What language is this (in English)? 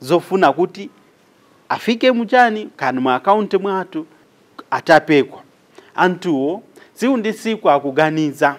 Nyanja